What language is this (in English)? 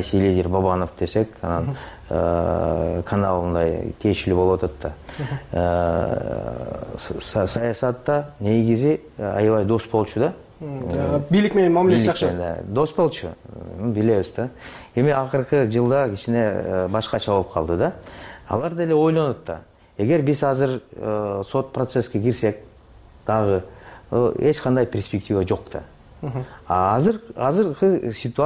Kyrgyz